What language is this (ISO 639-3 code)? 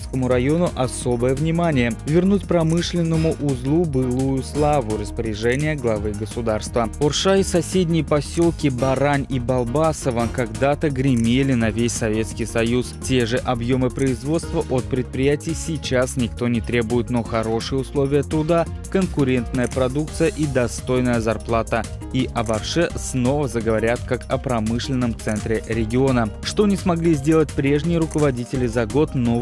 rus